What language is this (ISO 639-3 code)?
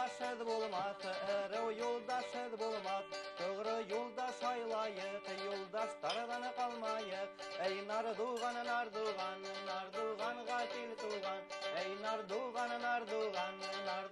bak